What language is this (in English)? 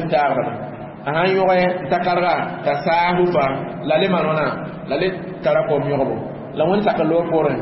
Mossi